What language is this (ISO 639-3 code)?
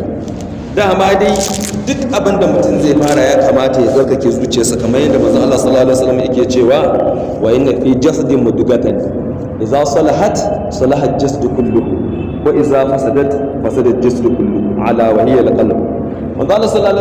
hau